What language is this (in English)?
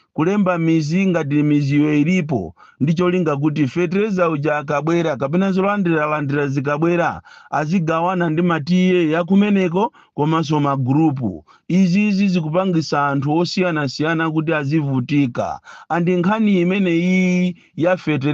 Nyanja